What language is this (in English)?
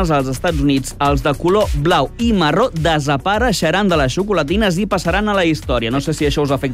Catalan